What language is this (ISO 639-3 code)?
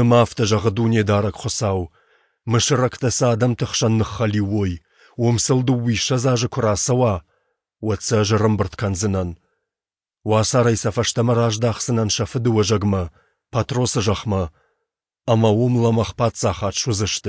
oss